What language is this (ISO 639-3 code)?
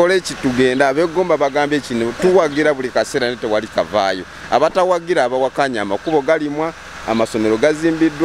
lug